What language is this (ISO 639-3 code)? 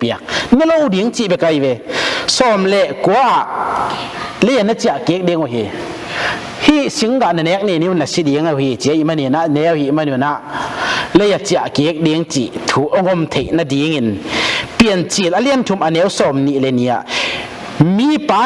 ctd